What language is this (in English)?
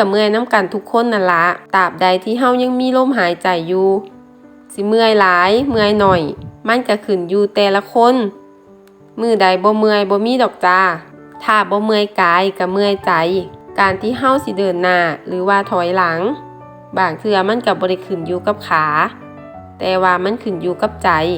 Lao